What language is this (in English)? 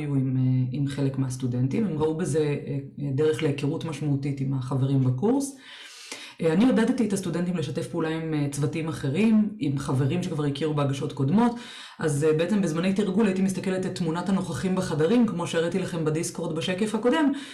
Hebrew